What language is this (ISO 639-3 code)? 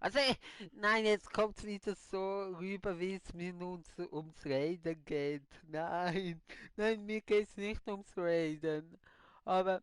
gsw